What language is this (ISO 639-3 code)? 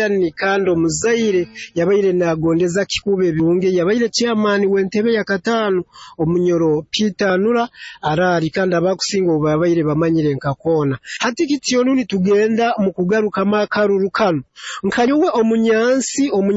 nyo